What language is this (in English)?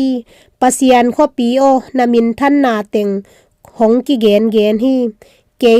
Tedim Chin